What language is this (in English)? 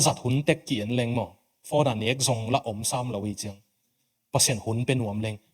Tedim Chin